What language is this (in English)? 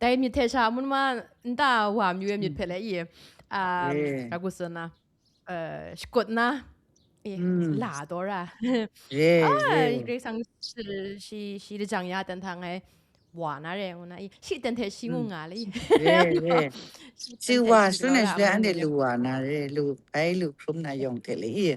Kachin